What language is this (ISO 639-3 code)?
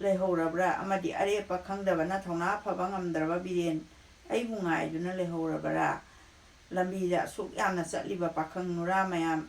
mni